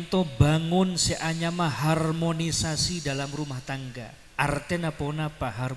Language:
Madurese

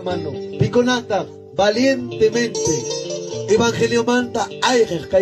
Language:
Ayacucho Quechua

